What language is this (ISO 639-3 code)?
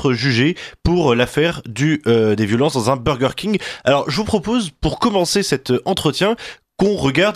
fra